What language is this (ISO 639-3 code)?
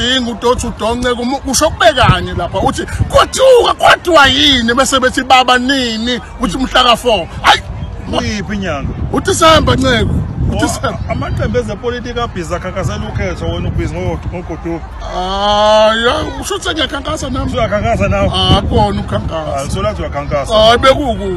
zul